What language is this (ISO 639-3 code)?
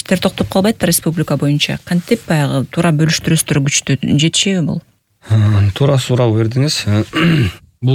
kir